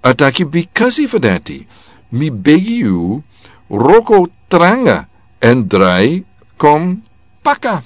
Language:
Sranan Tongo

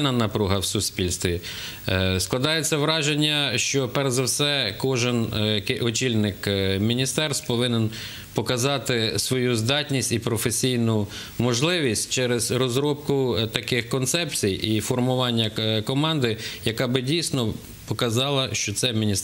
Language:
Ukrainian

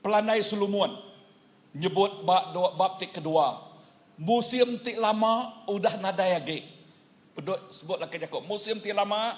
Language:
Iban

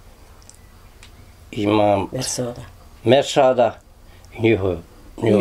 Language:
Bosnian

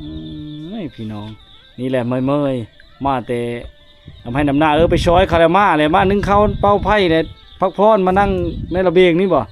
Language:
Lao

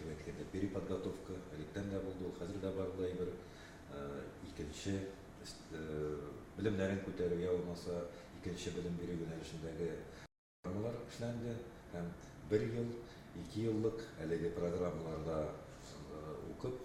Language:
Tatar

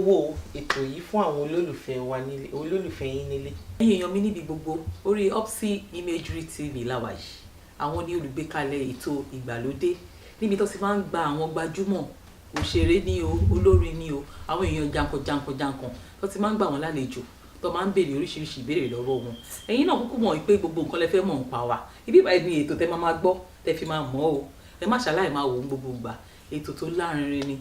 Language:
Yoruba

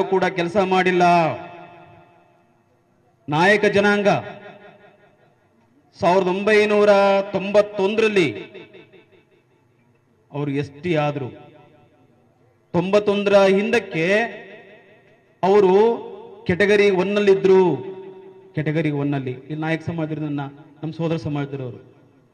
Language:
Kannada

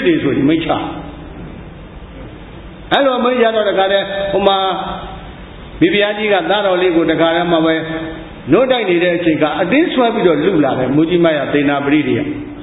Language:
Burmese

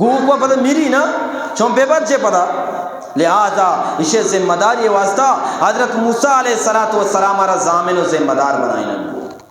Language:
Eastern Balochi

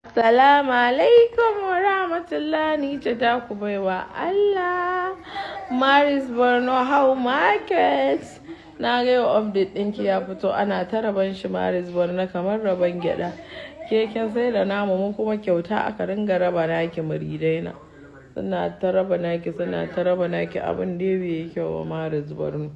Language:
Hausa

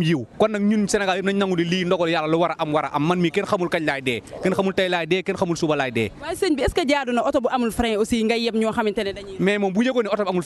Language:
Wolof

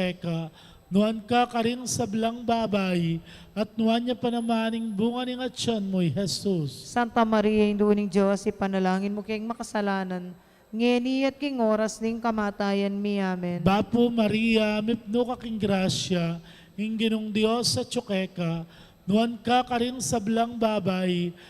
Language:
Pampanga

